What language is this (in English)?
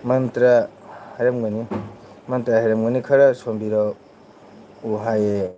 Manipuri